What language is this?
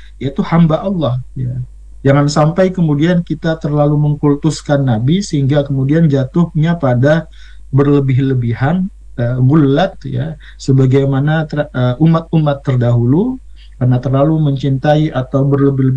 Indonesian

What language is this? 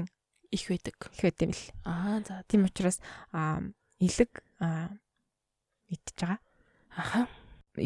Mongolian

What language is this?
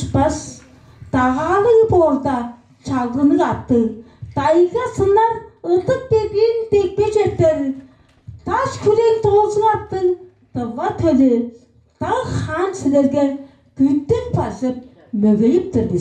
Tuvinian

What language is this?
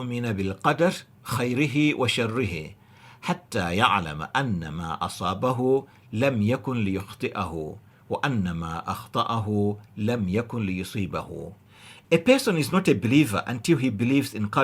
English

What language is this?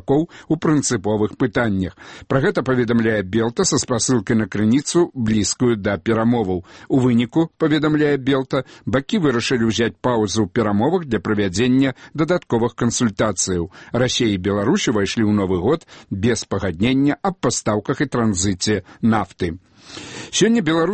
Belarusian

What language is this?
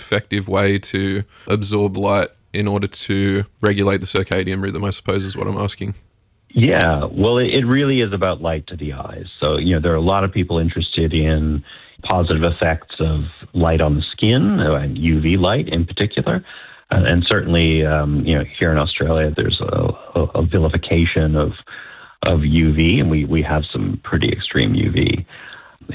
English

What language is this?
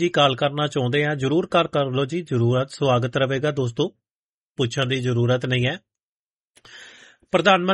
Punjabi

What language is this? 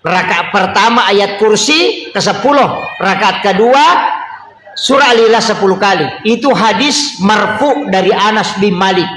Buginese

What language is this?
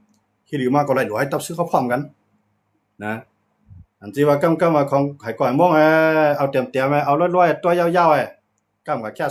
Shan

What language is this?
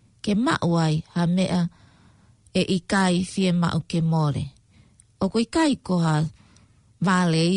Tongan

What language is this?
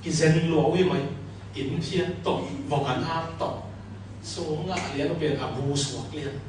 Tedim Chin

